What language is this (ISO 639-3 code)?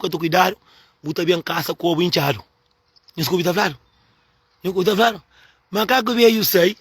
kea